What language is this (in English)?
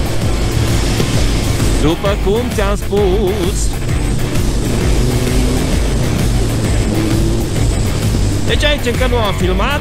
Romanian